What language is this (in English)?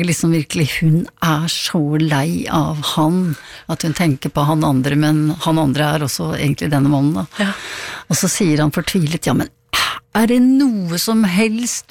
Norwegian